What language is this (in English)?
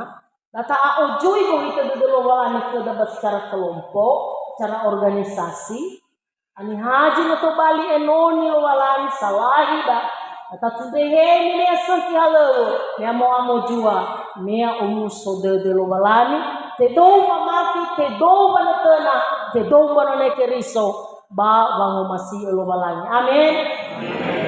Nias